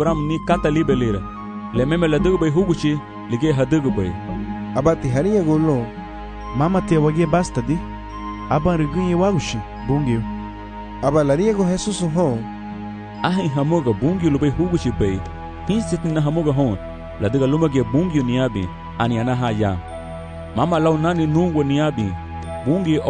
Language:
Garifuna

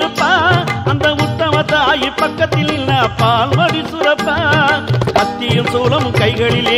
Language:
Tamil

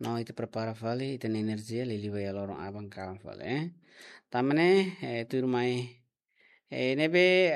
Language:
Tetum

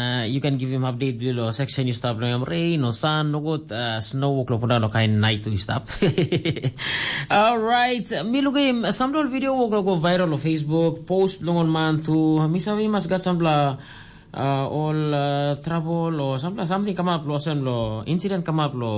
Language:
Tok Pisin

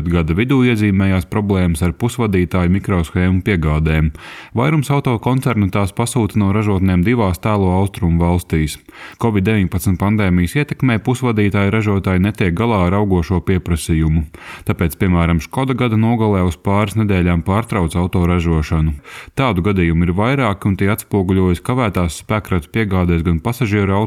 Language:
Latvian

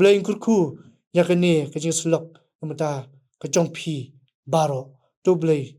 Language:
Khasi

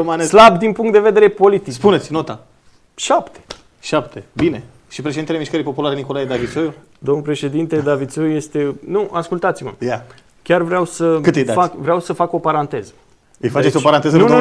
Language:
Romanian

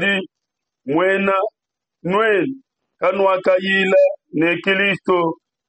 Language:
Luba-Lulua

